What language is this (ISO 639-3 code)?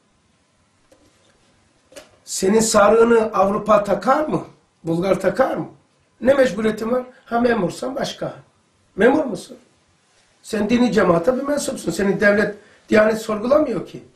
tur